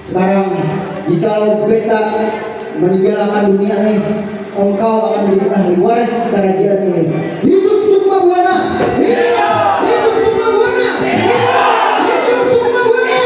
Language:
Banjar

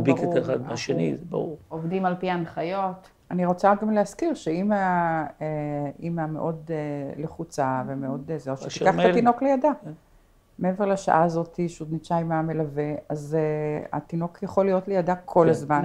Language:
Hebrew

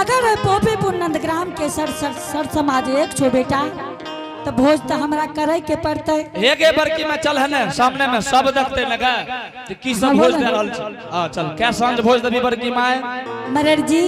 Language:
Angika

